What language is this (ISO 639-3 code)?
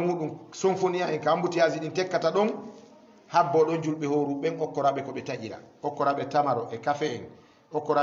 ful